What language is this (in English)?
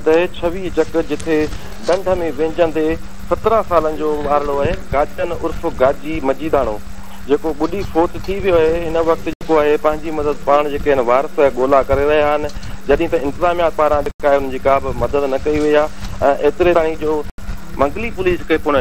Sindhi